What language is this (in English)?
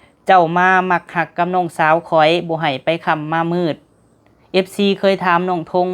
Lao